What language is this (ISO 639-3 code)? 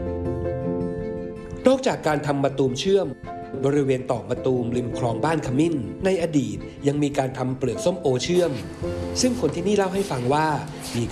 tha